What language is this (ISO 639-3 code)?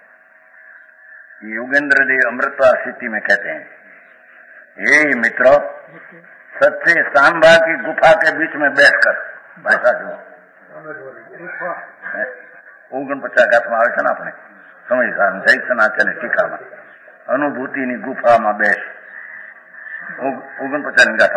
guj